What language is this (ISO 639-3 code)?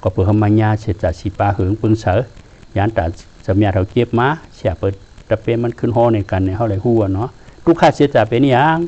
shn